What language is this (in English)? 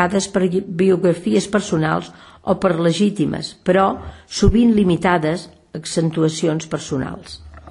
Catalan